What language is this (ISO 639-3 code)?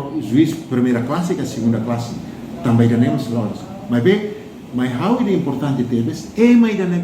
tet